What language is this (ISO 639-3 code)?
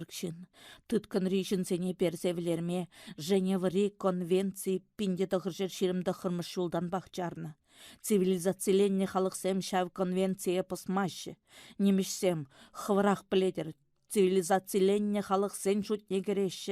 chv